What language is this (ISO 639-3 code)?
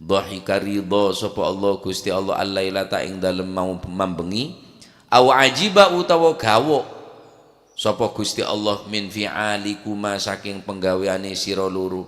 mad